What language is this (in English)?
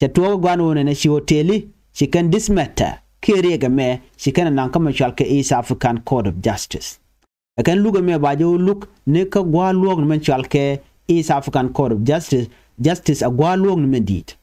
Nuer